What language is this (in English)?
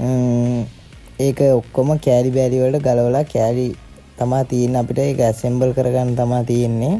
Sinhala